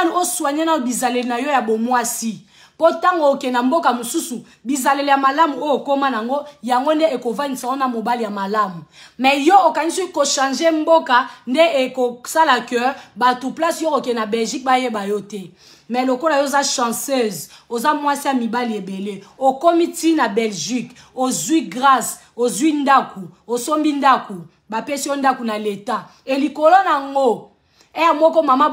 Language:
Lingala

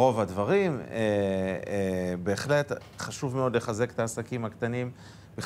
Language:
Hebrew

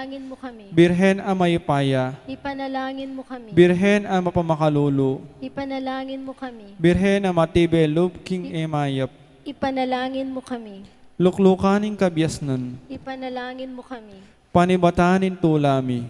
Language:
Pampanga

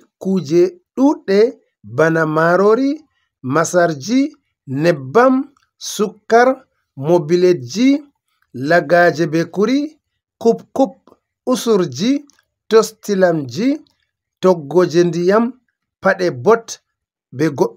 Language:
Fula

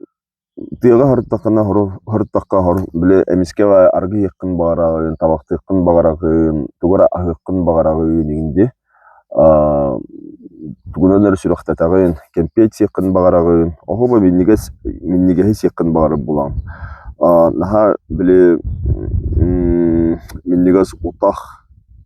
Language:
Yakut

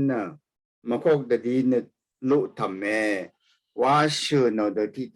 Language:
Rawang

